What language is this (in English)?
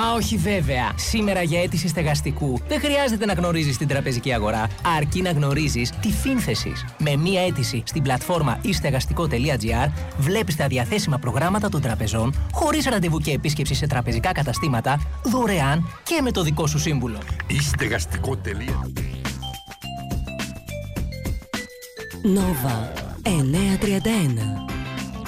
Greek